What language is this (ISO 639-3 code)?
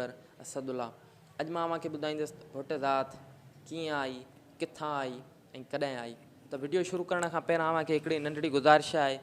snd